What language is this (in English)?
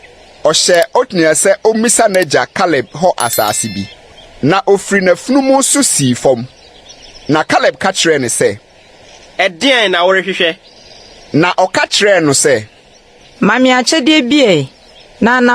Akan